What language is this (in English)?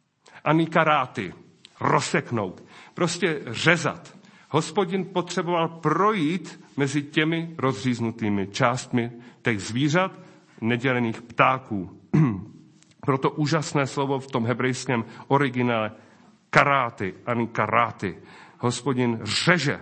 Czech